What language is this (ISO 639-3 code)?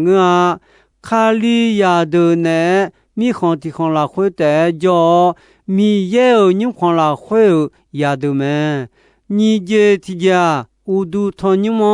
ahk